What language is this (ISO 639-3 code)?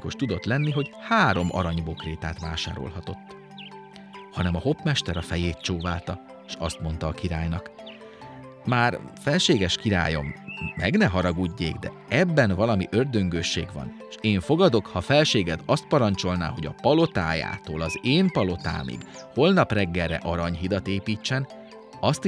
hun